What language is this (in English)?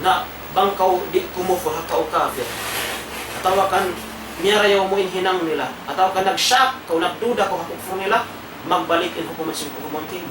Tausug